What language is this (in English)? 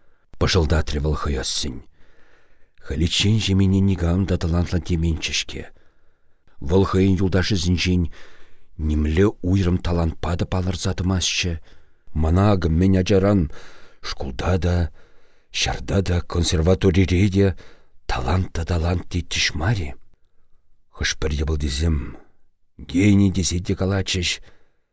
Chuvash